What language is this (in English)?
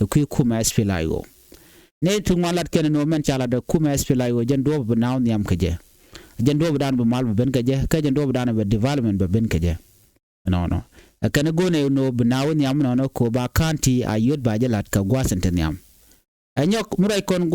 Nuer